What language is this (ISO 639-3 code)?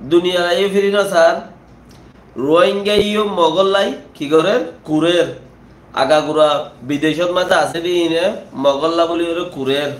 rhg